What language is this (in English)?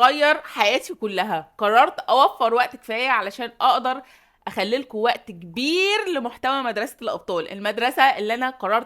Egyptian Arabic